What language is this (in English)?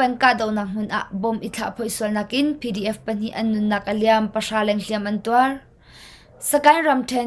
Hakha Chin